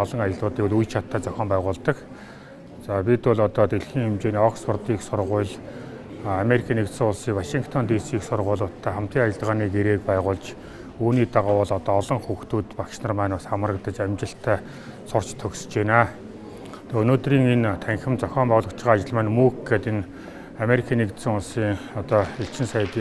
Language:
Mongolian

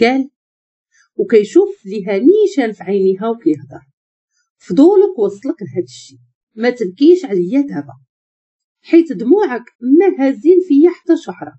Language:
Moroccan Arabic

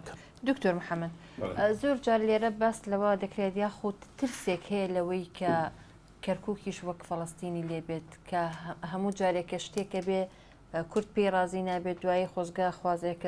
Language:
Central Kurdish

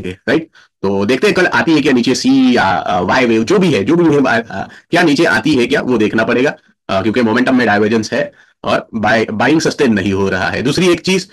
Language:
Hindi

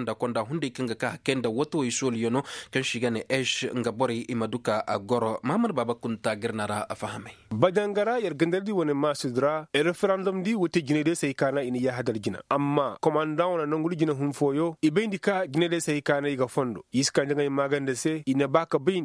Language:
Koyraboro Senni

